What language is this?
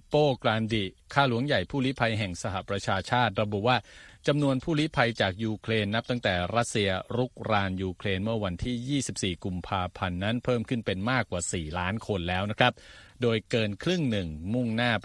Thai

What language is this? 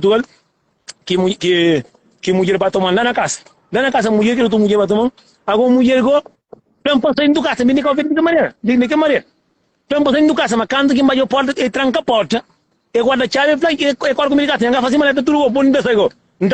Kabuverdianu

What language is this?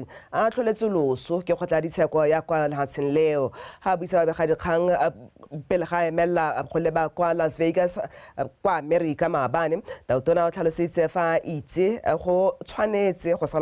Tswana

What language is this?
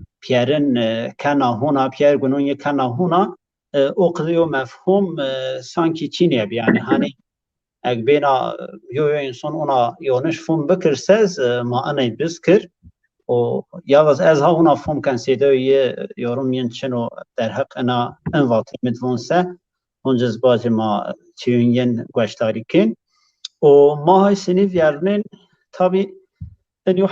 Zaza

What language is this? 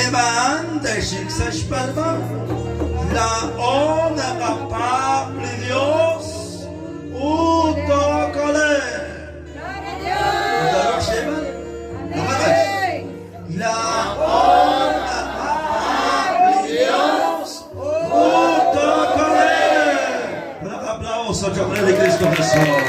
Kekchí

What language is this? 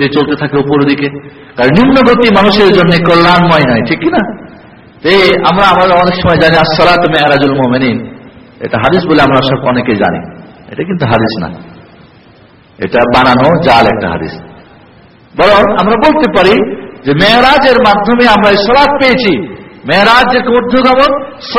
Bangla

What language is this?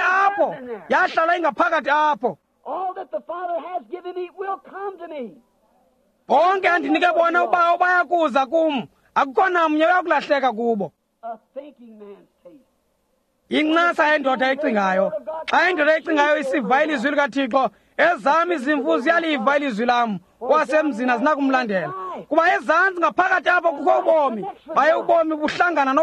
Xhosa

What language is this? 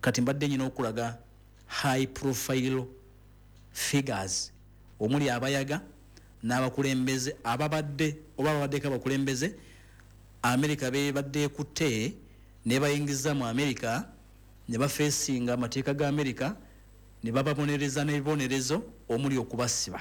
Ganda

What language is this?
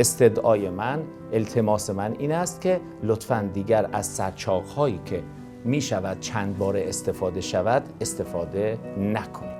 Persian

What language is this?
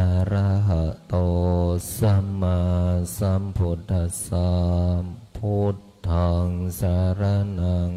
Pali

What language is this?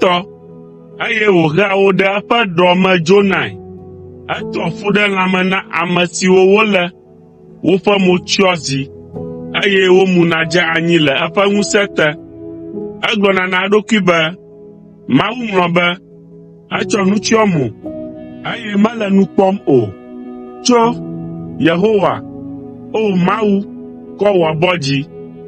Ewe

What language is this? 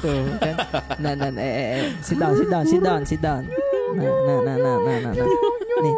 Makassar Malay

